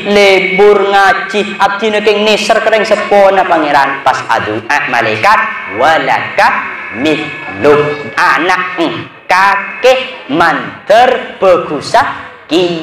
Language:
Madurese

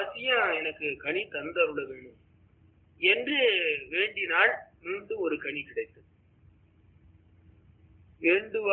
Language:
Tamil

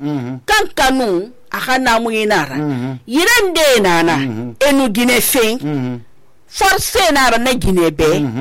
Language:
Susu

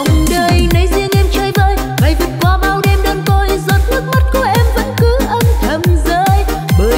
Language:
Vietnamese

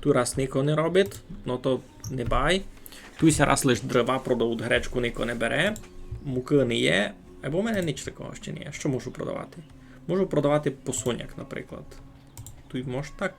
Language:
Rusyn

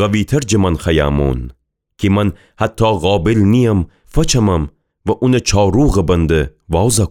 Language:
Gilaki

